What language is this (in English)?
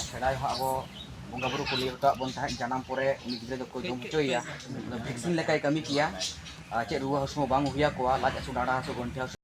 Santali